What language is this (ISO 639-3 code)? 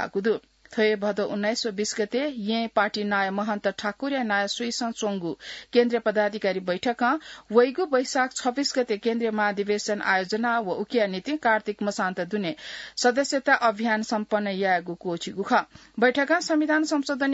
new